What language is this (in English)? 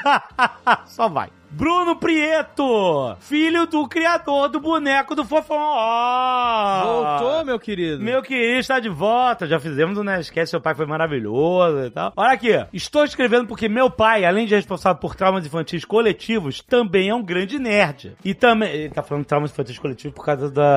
Portuguese